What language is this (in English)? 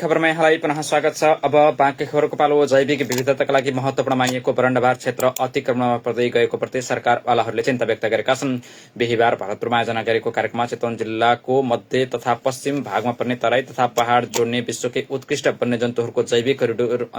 Nepali